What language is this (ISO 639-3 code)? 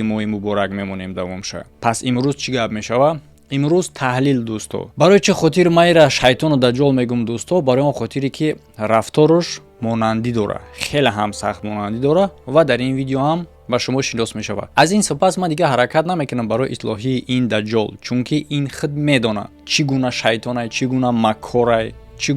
tgk